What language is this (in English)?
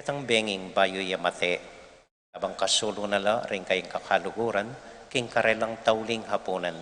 Pampanga